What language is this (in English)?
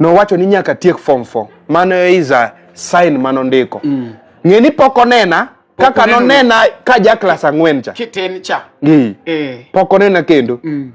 Luo (Kenya and Tanzania)